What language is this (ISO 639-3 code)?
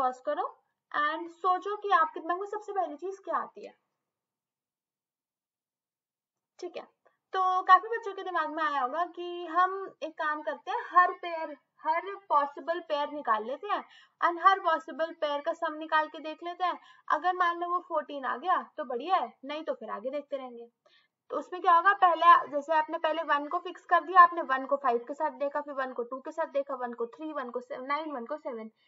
hin